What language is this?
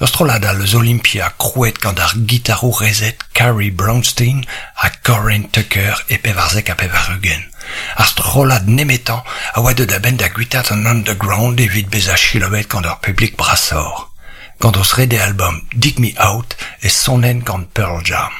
Breton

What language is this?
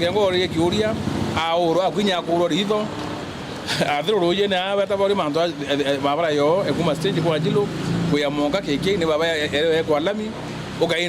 Meru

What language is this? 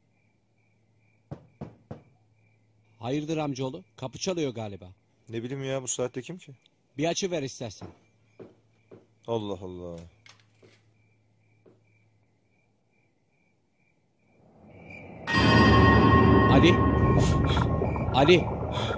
Turkish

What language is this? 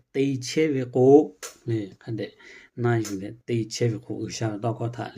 Lahu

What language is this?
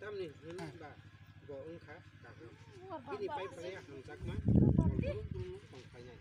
Kok Borok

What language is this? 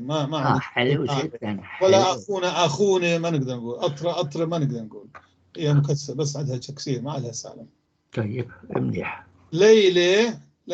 North Levantine Arabic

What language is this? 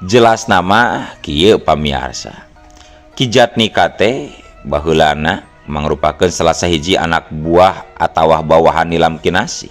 Sundanese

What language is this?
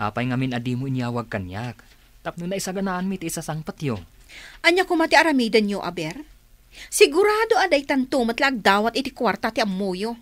Iloko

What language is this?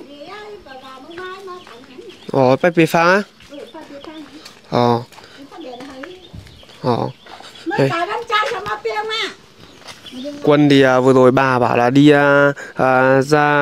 Vietnamese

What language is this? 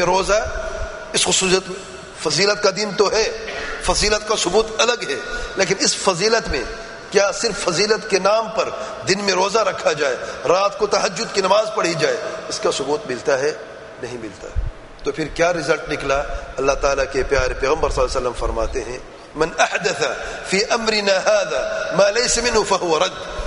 Urdu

